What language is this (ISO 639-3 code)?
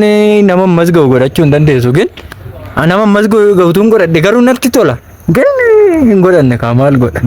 orm